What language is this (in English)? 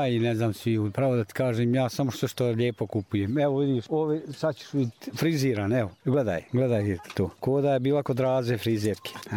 Serbian